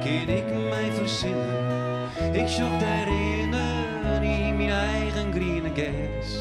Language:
Western Frisian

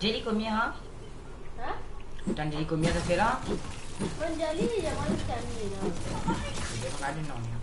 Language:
Morisyen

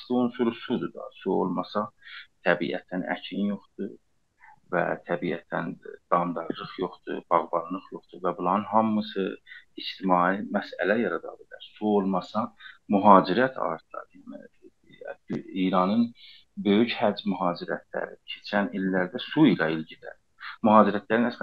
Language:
South Azerbaijani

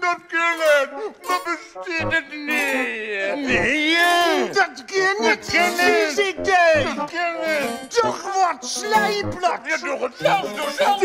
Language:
Western Frisian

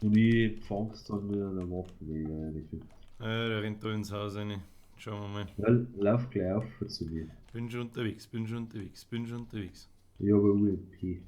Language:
Bavarian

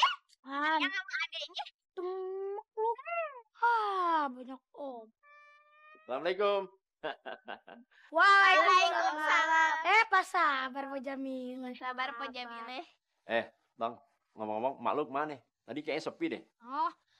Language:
Betawi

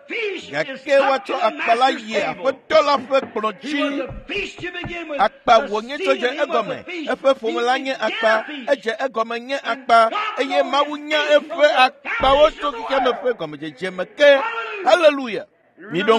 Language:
Ewe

